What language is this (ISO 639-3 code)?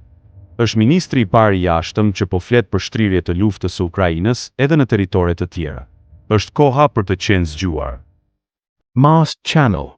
sqi